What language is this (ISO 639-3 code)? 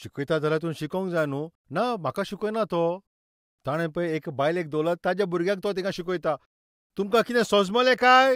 kok